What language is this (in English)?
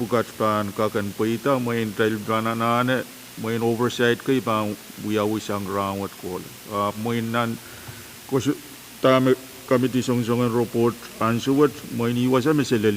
Pohnpeian